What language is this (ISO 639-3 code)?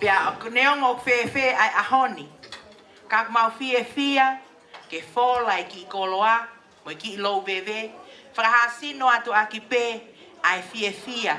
ton